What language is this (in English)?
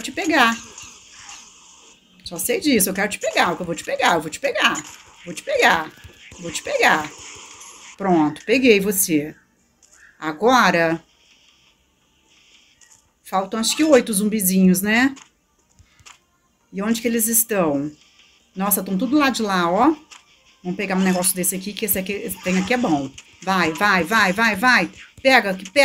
Portuguese